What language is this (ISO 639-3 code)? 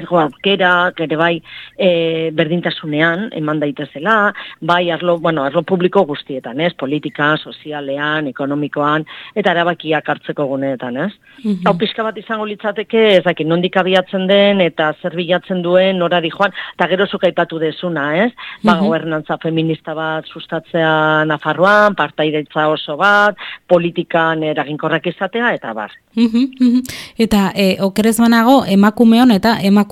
eus